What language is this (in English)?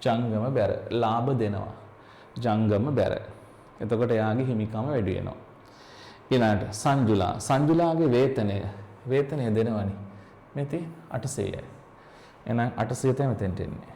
Sinhala